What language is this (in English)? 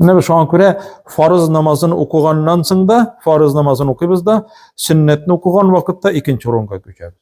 Tatar